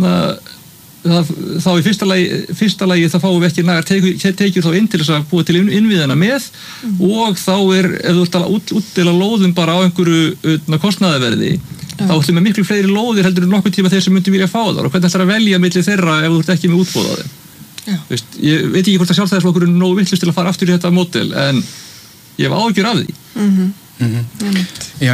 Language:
Icelandic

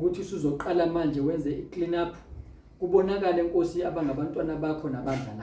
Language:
Zulu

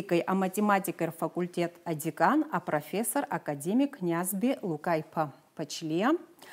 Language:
Abkhazian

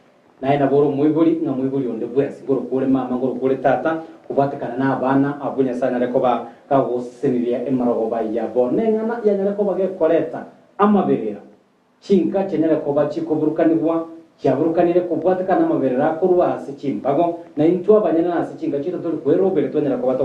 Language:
Gusii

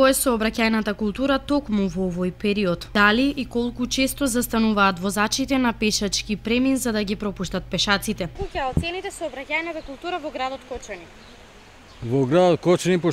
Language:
Macedonian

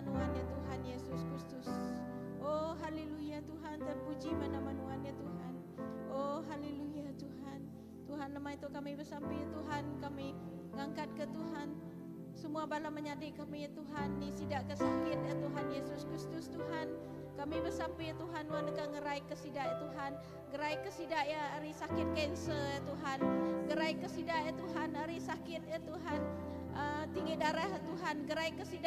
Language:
Iban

